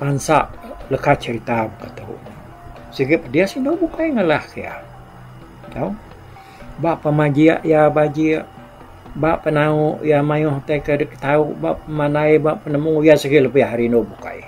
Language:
Iban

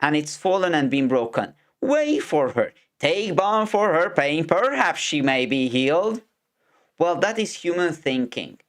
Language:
English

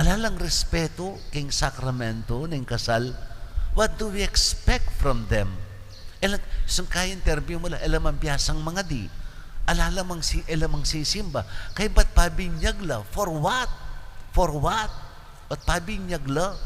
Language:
Pampanga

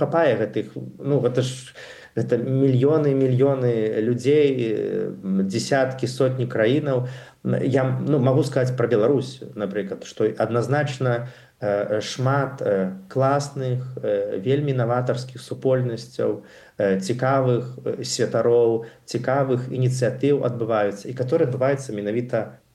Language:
Belarusian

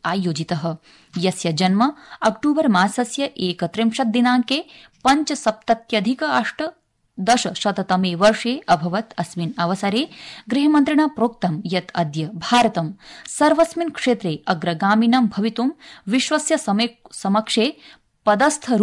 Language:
Sanskrit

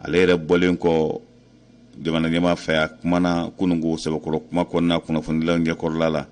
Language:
Bambara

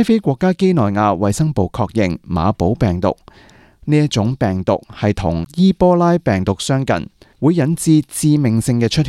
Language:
Cantonese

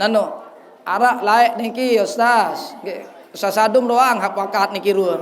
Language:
Sasak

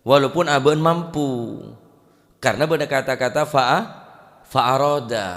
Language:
Madurese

